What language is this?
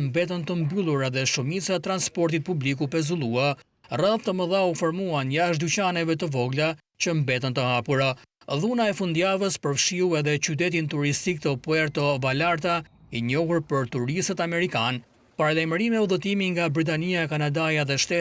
Albanian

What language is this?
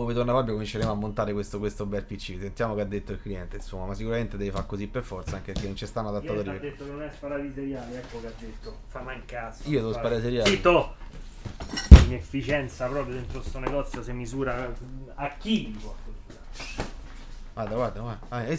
Italian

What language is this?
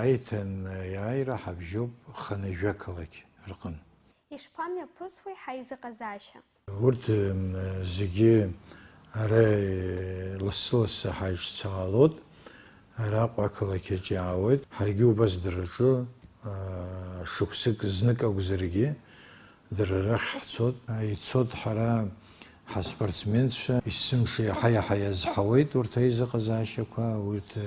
Abkhazian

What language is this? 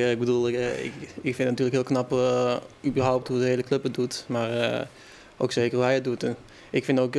Western Frisian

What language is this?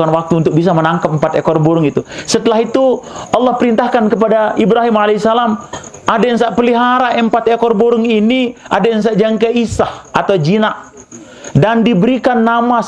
Sasak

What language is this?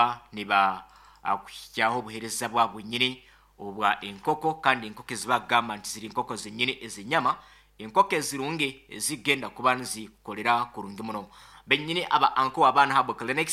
Nyoro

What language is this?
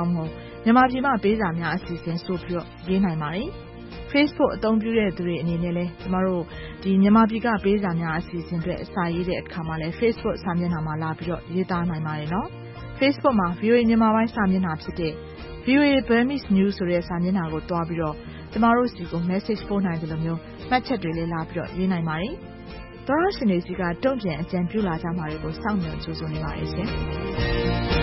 Burmese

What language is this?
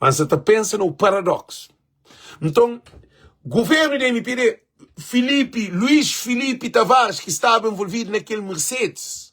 Kabuverdianu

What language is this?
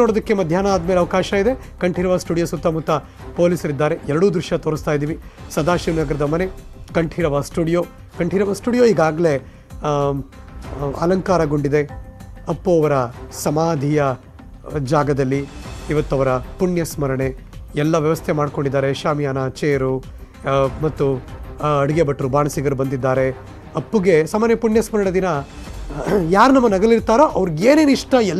Kannada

